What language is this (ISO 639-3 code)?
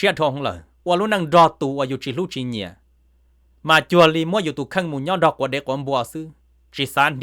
hmn